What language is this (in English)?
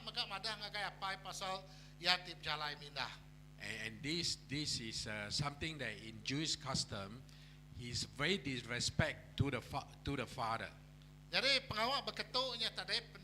Iban